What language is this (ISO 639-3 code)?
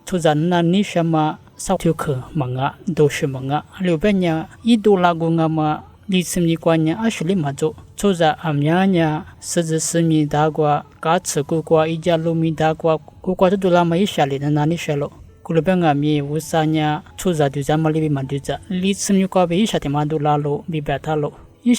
lis